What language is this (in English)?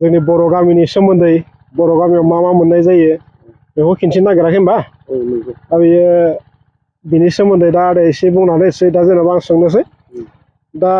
Bodo